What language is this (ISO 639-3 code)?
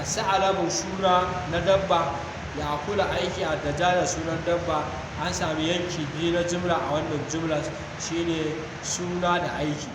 hau